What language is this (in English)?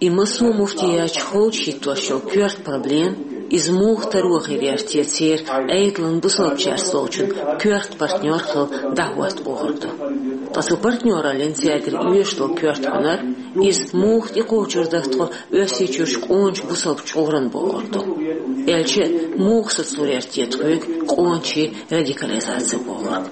Chechen